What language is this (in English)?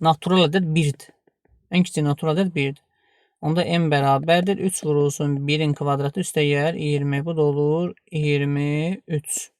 Azerbaijani